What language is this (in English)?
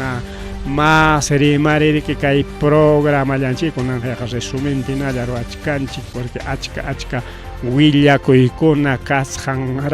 Ayacucho Quechua